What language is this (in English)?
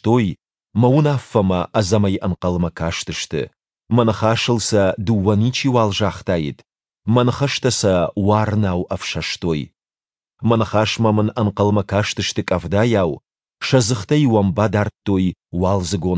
Ossetic